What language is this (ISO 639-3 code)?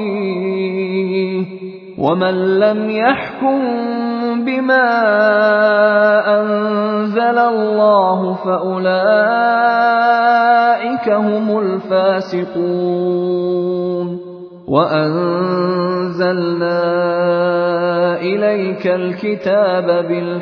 ara